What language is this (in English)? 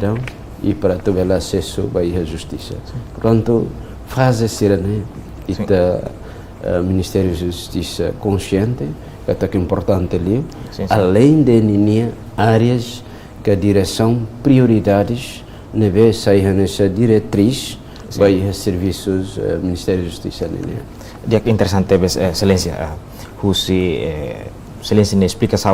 Tetum